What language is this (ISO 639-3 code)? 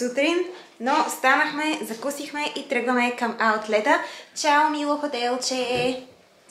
bul